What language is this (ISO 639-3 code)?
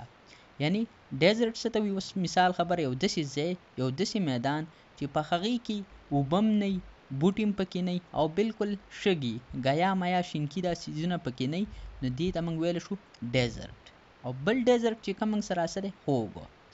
pus